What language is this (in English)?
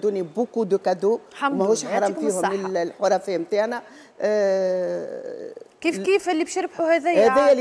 Tunisian Arabic